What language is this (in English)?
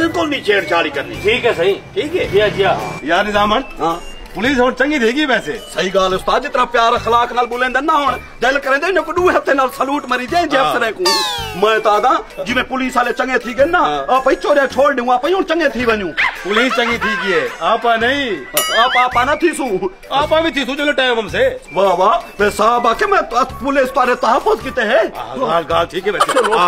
Saraiki